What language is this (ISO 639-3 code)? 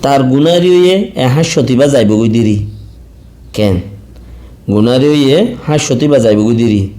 rhg